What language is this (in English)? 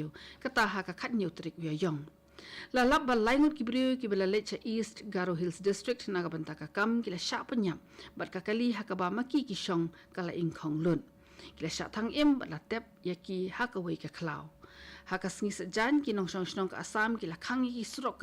Khasi